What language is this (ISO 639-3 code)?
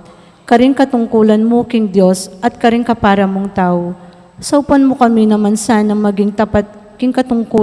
pam